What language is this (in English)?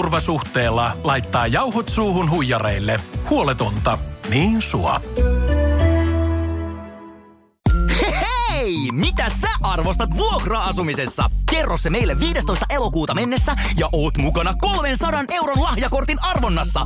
Finnish